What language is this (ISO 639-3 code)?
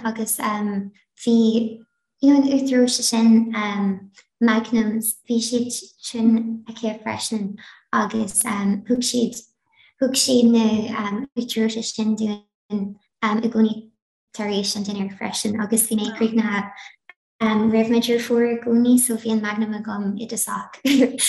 gle